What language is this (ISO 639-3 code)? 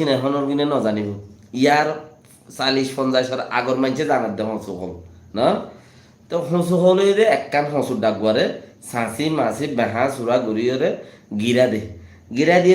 rhg